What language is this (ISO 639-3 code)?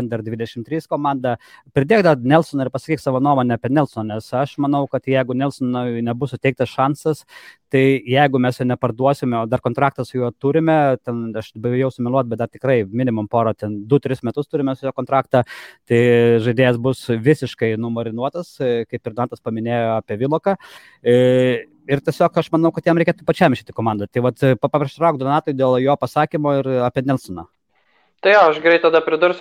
lit